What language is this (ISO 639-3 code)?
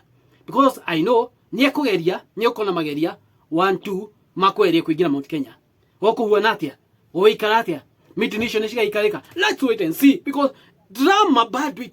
kik